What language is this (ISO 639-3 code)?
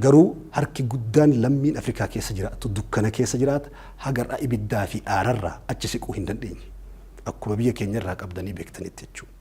orm